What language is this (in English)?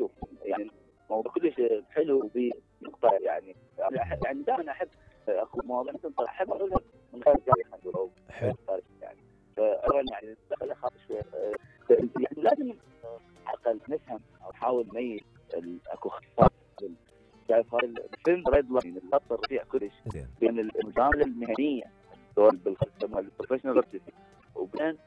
Mesopotamian Arabic